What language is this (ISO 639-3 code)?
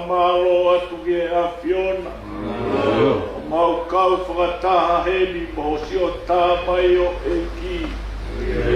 ton